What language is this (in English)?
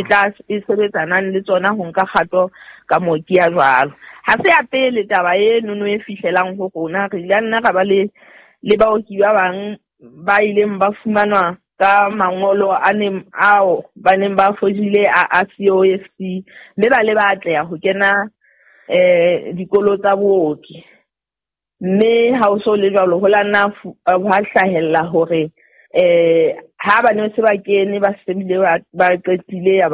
Southern Sotho